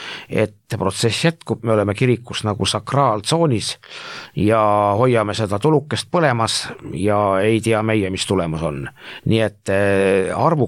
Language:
Estonian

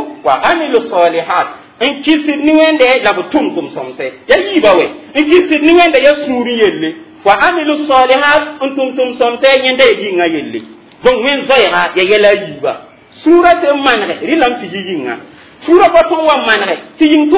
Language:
Mossi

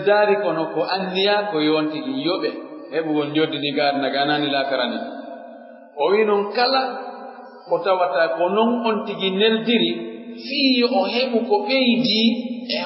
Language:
Pular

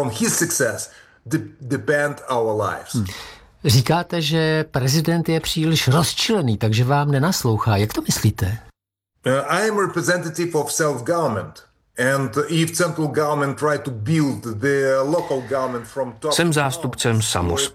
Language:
Czech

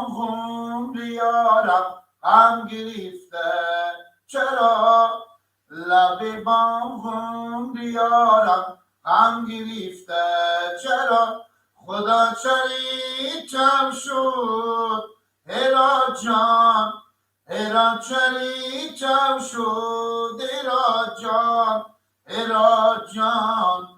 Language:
Persian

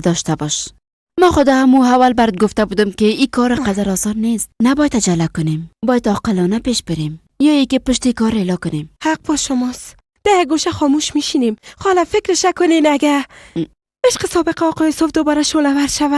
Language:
Persian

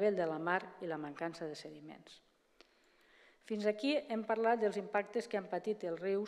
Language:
Catalan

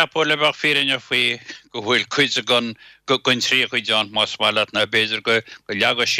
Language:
Irish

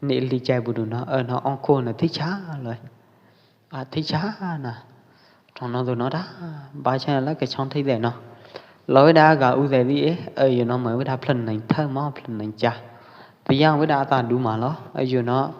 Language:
Pwo Eastern Karen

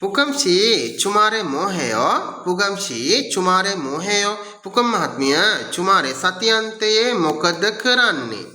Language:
Sinhala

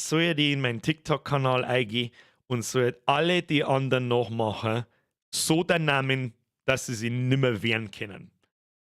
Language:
Bavarian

